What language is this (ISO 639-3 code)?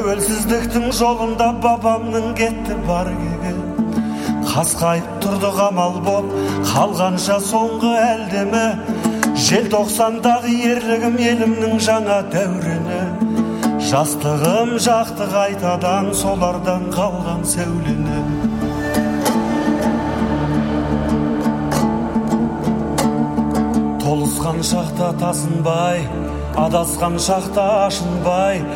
kaz